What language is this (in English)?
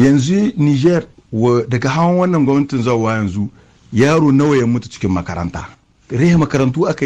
Hausa